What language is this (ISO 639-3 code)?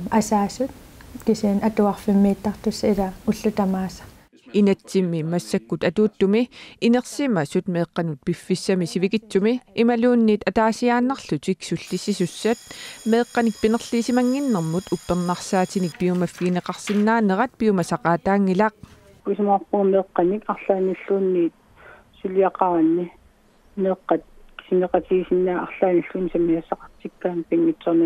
kal